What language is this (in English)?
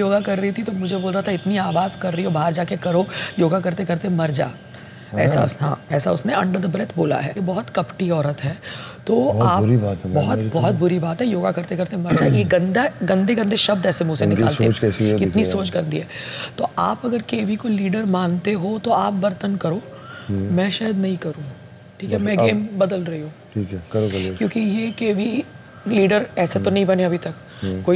Hindi